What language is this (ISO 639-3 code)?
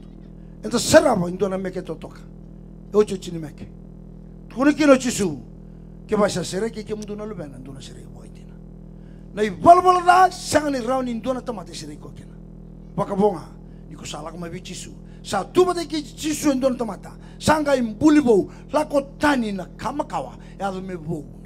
fij